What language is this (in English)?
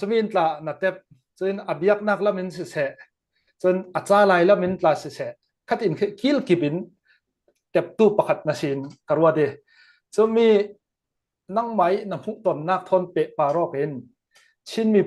Falam Chin